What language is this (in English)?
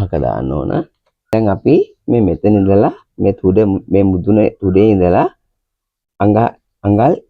Sinhala